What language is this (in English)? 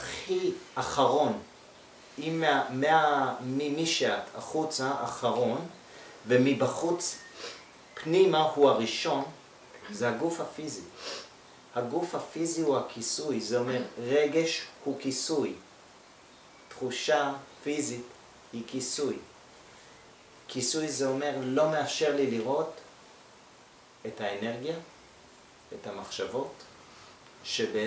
Hebrew